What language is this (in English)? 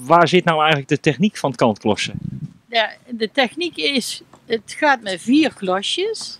Western Frisian